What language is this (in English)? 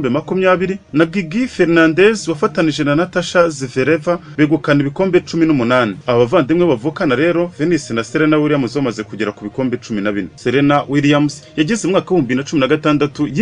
Kinyarwanda